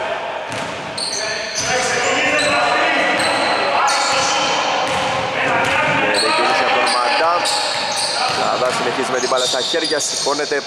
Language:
Greek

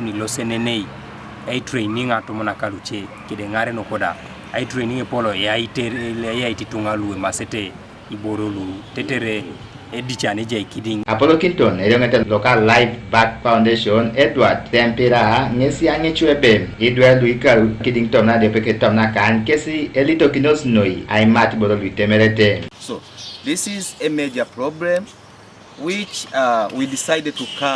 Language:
Teso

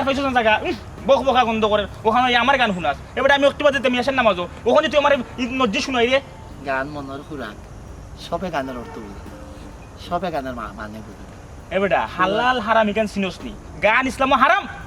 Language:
Sylheti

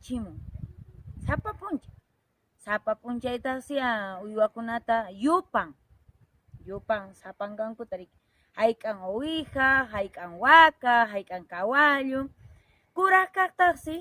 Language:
Quechua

